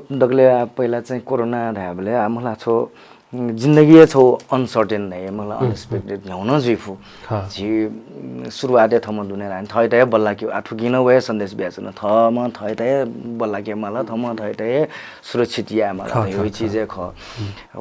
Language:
Newari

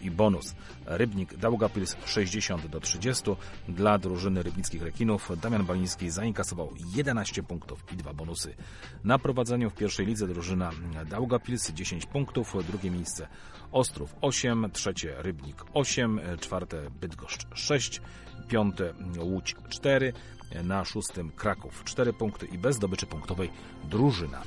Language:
Polish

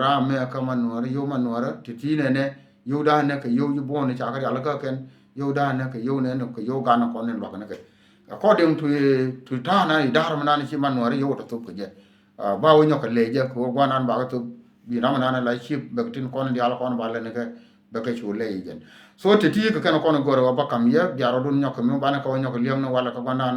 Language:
Nuer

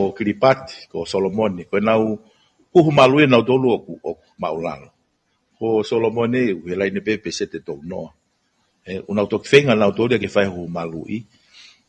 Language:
Tongan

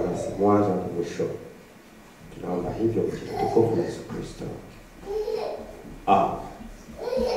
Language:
Swahili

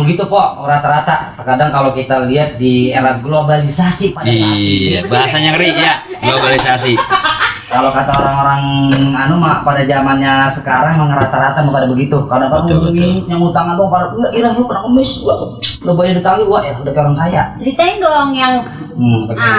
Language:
Betawi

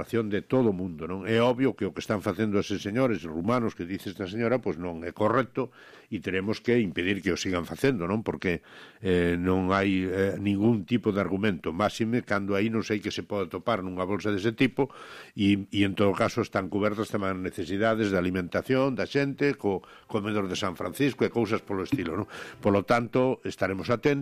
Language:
Galician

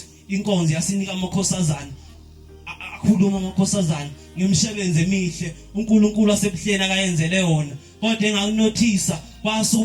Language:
Zulu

